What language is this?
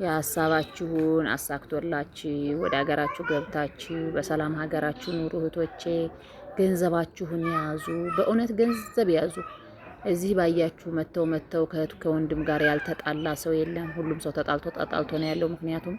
Amharic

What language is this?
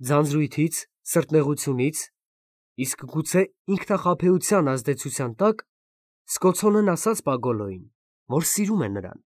Armenian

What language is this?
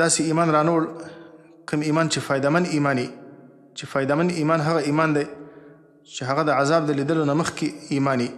Pashto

